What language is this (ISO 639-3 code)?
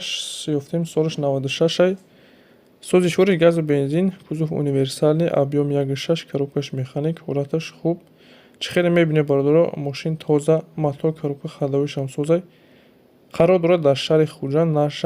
tgk